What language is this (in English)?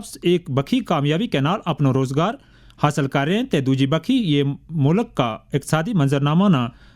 Gujari